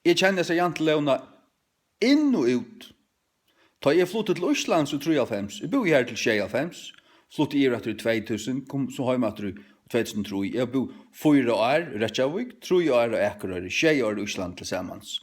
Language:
Faroese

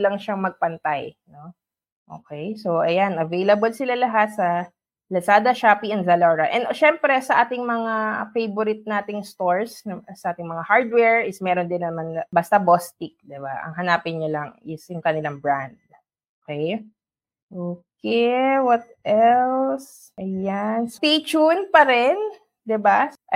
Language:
Filipino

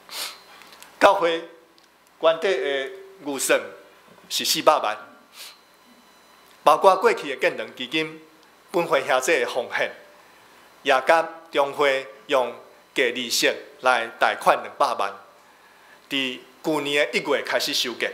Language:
Min Nan Chinese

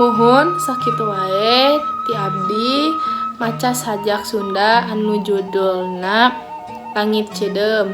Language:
Sundanese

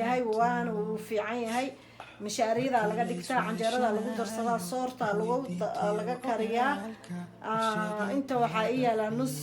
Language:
Somali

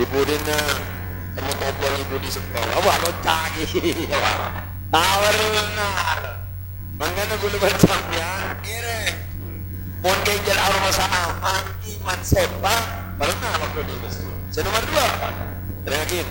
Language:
Madurese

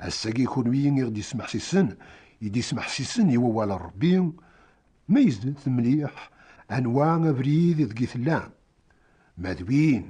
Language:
Kabyle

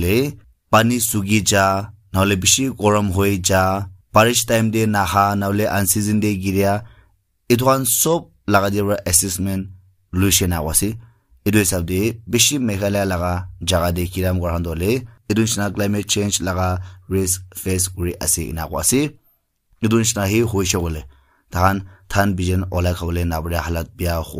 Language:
Naga Pidgin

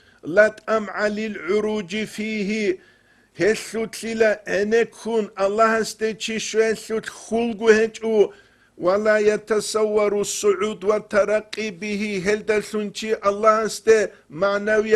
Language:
Avaric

